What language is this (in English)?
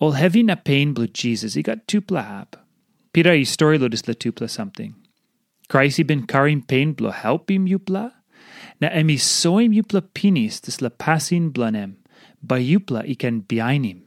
Tok Pisin